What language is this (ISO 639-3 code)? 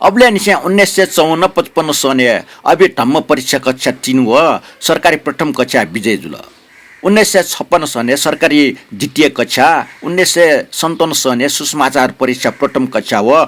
new